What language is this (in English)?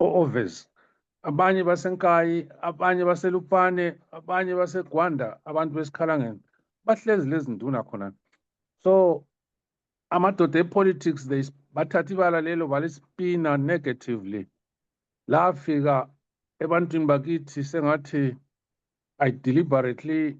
Zulu